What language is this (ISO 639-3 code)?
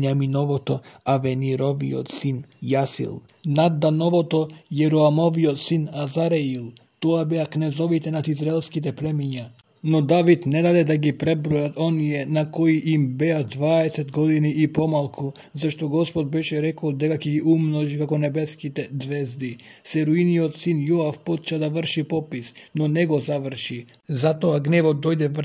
mkd